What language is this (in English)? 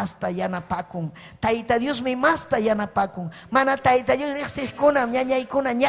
Ayacucho Quechua